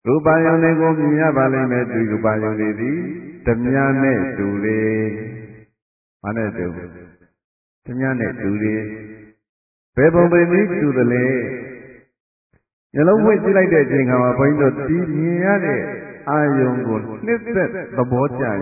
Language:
Burmese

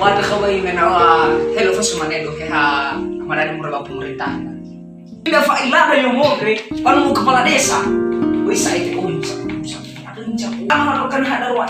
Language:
Nias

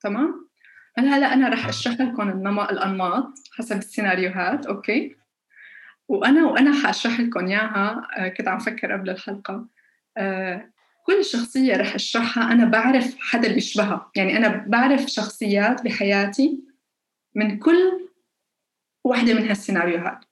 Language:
North Levantine Arabic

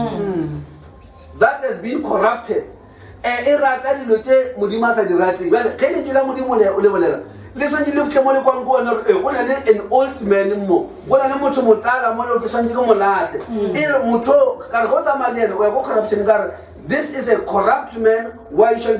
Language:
Northern Sotho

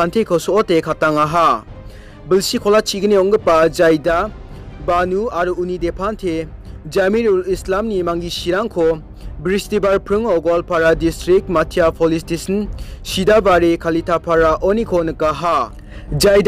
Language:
Garo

